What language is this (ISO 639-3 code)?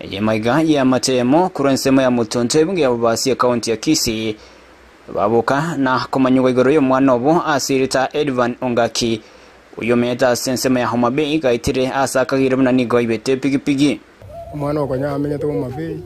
guz